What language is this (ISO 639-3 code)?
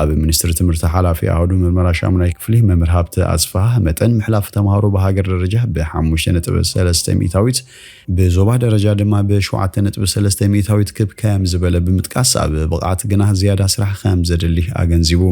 tir